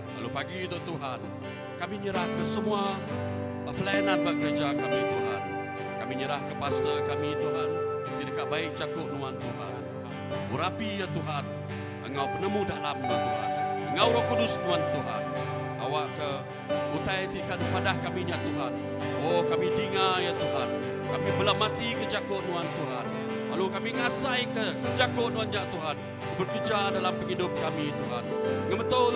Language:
Iban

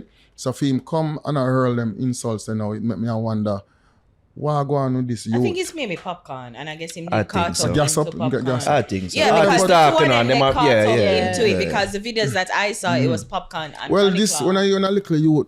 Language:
Jamaican Creole English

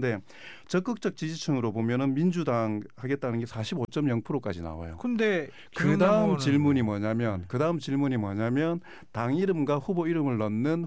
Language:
Korean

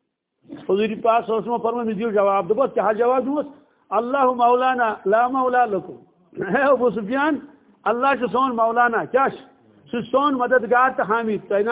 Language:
Kashmiri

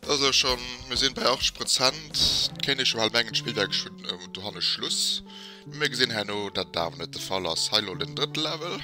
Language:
Luxembourgish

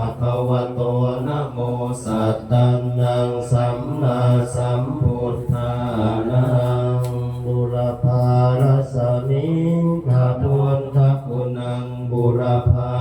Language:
Pali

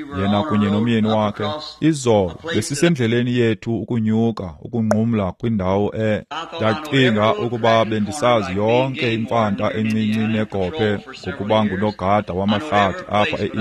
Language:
Xhosa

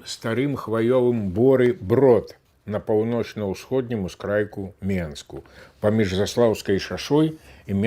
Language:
Belarusian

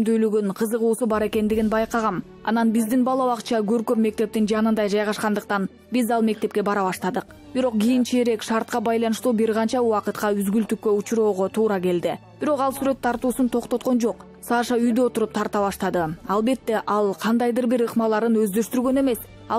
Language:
Kyrgyz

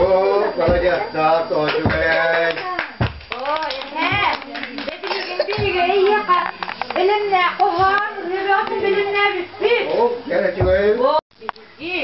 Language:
Yakut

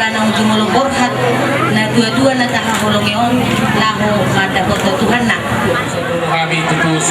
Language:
Batak Toba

